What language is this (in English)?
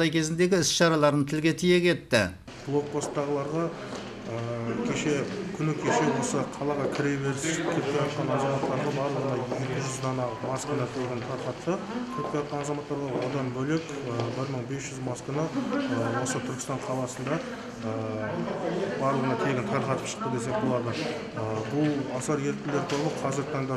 Kazakh